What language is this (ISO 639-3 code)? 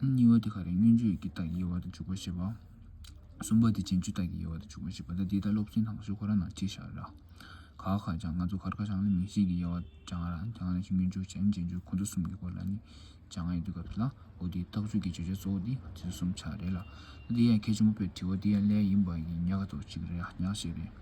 bod